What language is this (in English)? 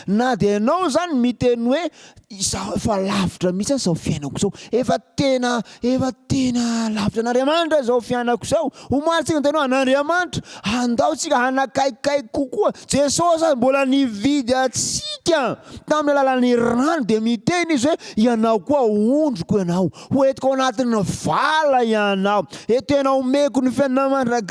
Malagasy